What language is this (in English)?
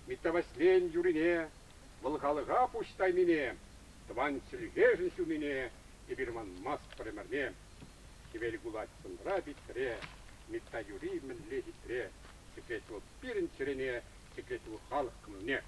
Chuvash